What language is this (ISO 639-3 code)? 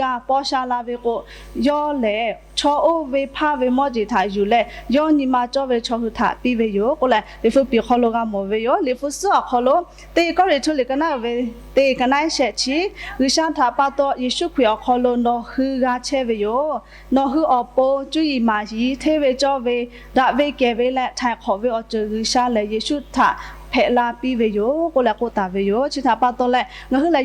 lhu